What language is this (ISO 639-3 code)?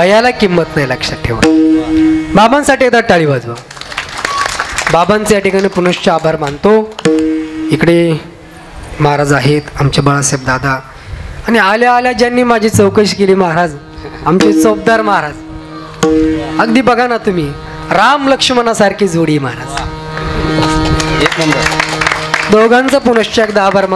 mar